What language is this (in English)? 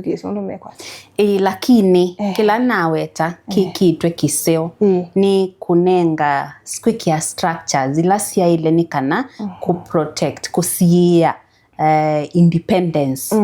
Kamba